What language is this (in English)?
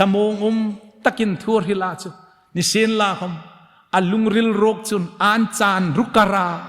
Hmar